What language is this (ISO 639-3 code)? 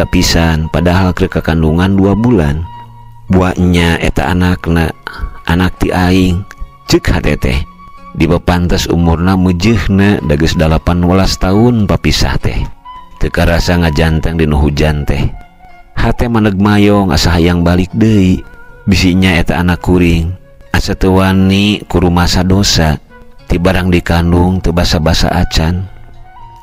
sun